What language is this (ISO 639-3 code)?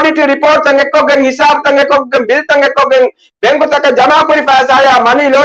div